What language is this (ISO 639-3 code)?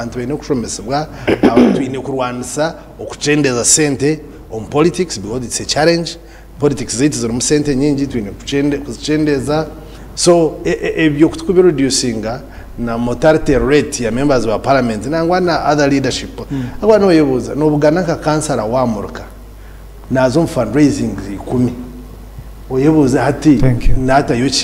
nyn